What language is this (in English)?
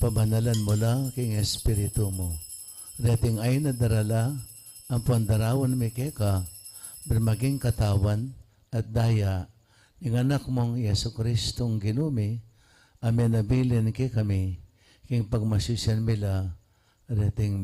Pampanga